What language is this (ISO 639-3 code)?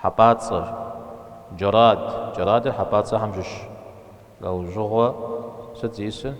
kbd